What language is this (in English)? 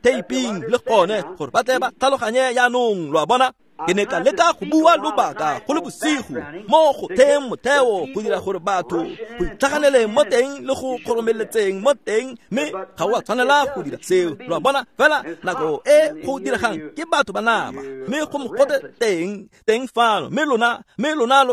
Tswana